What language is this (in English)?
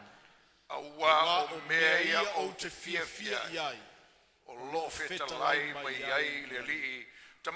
Samoan